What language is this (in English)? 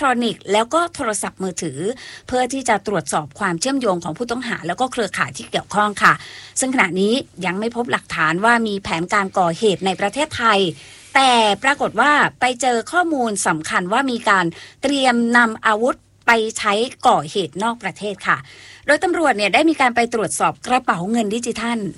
Thai